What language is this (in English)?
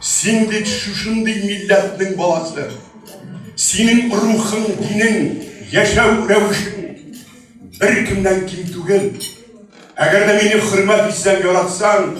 Tatar